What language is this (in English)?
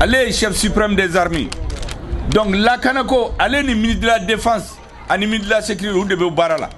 Bambara